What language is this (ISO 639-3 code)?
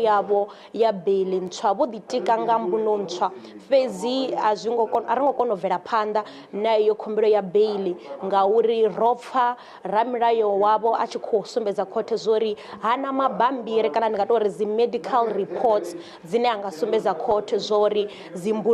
ven